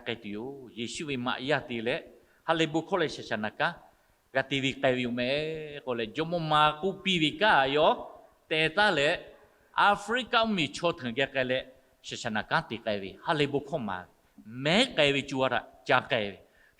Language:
Lahu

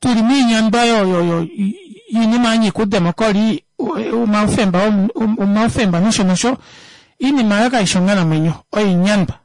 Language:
Kuanyama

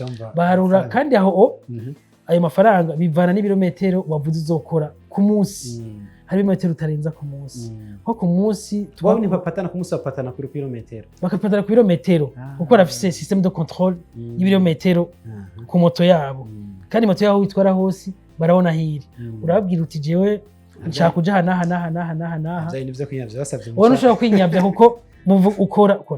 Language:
Rundi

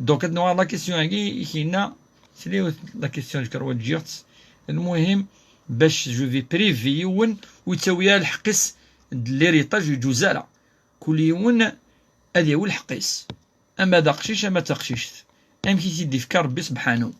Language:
Kabyle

